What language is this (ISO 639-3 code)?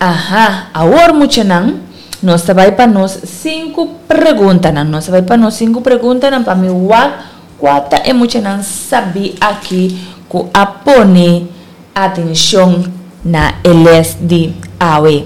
pap